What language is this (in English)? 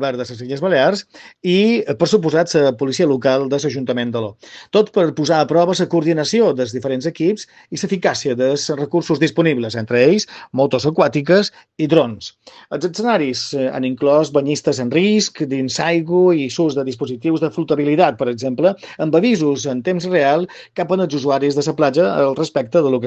Catalan